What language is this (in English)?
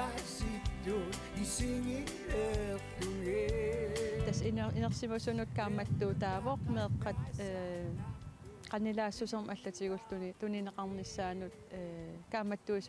Kalaallisut